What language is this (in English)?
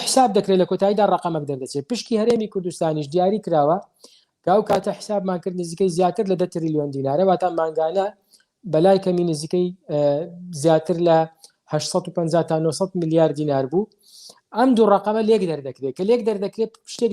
Central Kurdish